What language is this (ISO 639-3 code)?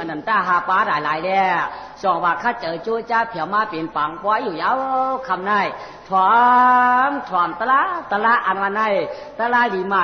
shn